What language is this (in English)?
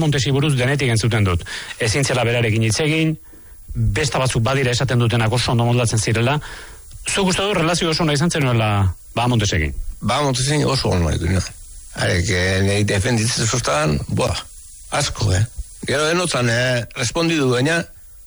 Basque